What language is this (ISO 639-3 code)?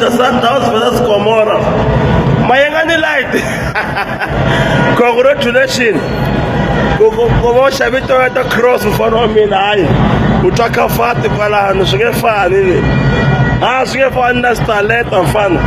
tso